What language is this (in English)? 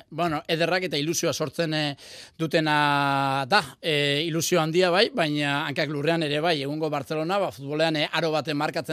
Basque